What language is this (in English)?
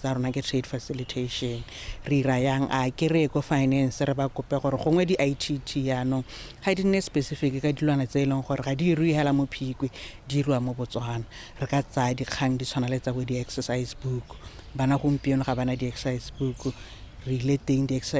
Tswana